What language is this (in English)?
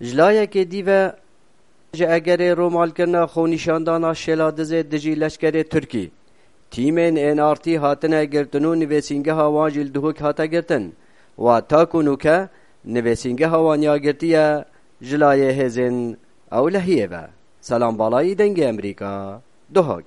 Kurdish